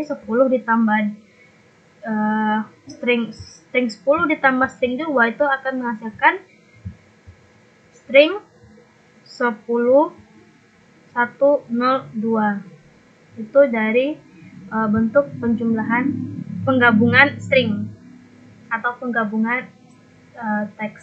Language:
Indonesian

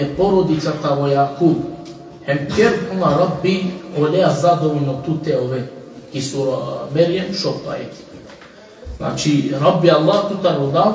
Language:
Balkan Romani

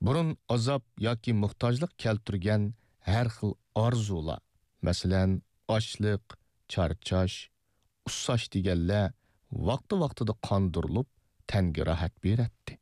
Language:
Uyghur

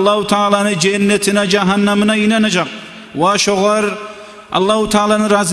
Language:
Kumyk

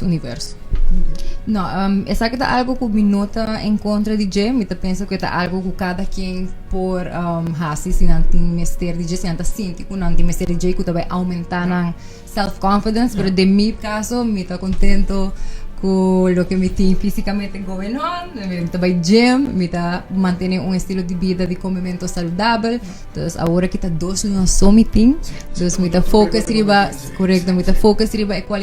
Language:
Papiamento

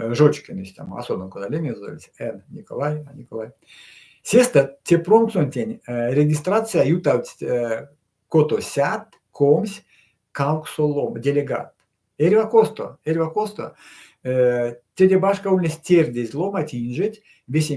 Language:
Erzya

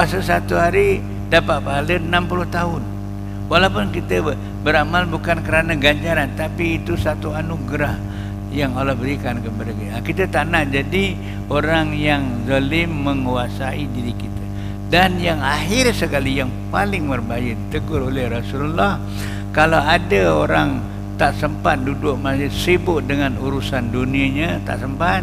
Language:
Malay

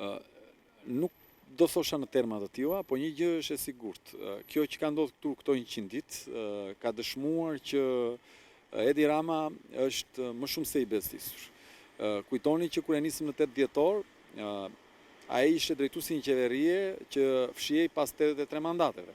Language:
Albanian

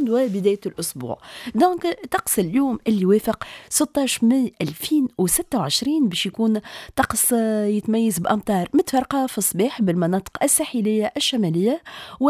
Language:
Tunisian Arabic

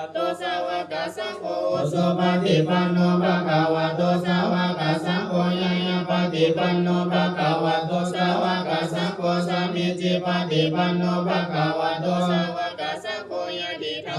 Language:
Pali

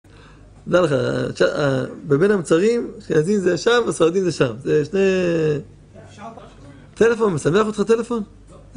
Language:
Hebrew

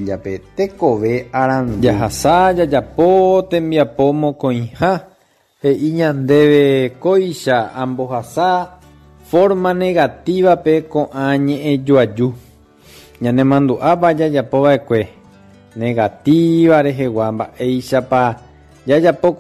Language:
Guarani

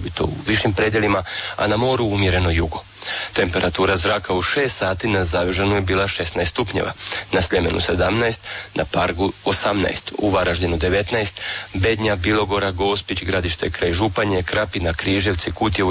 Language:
Croatian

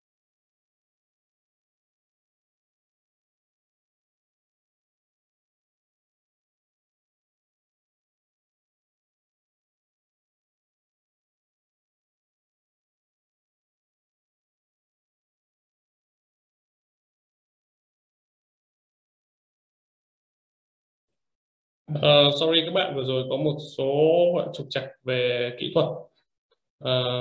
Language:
Vietnamese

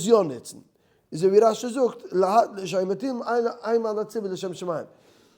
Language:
Yiddish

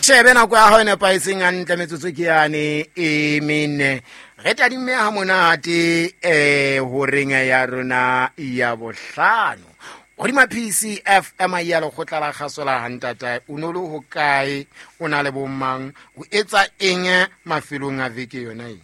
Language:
Southern Sotho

